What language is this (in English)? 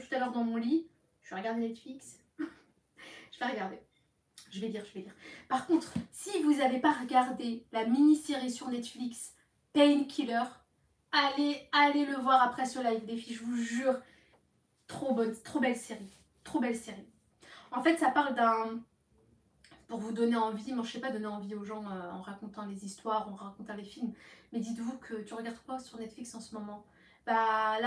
French